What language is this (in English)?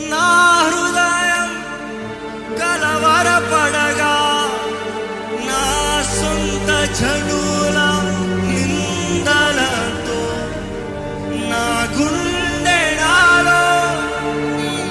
Telugu